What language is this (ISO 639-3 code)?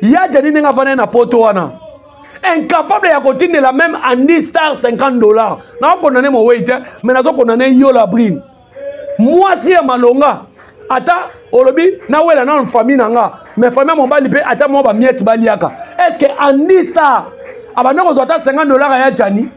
lin